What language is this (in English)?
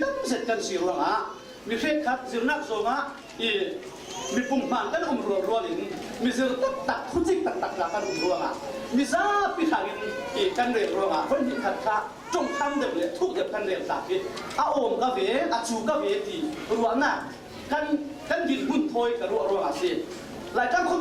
Falam Chin